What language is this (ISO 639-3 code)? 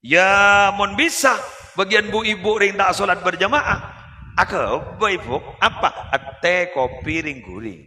mad